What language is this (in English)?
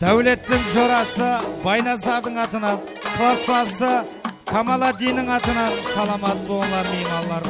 Kara-Kalpak